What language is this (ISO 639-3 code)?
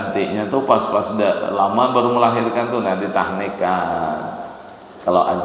bjn